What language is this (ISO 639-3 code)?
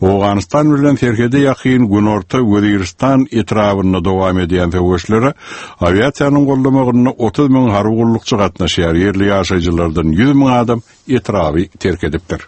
tuk